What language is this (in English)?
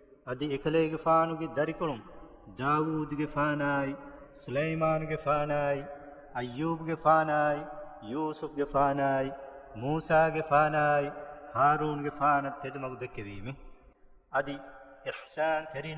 Divehi